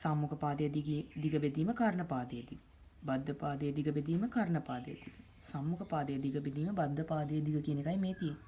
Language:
Sinhala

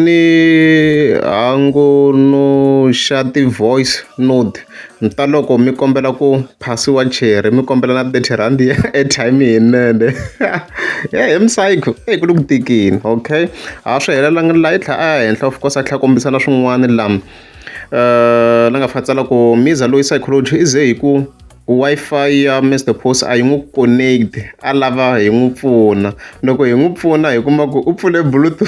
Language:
Tsonga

